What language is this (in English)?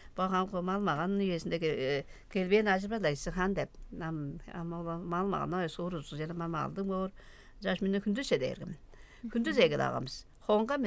Tuvinian